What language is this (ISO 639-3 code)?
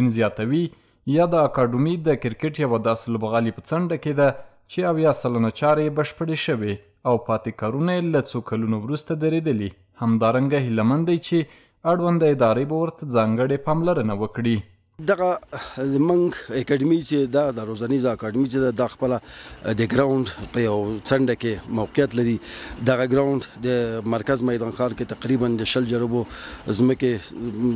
pus